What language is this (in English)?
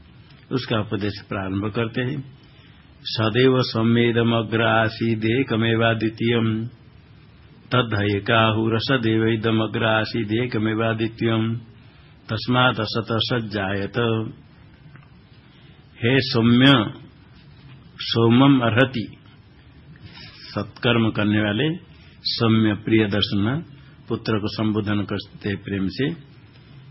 Hindi